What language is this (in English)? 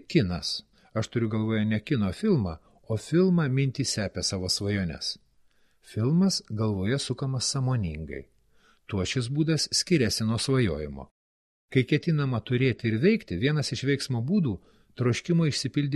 Lithuanian